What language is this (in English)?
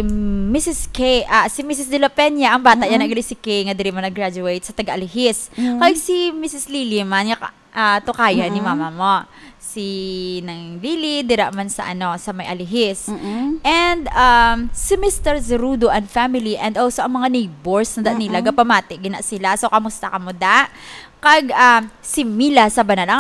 Hiligaynon